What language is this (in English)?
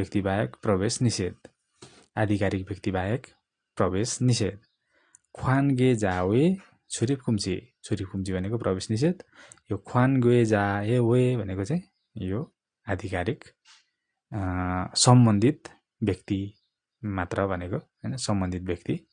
Nepali